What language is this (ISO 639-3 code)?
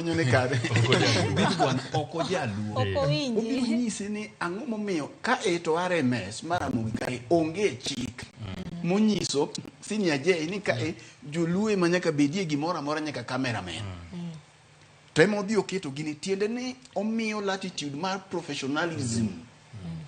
luo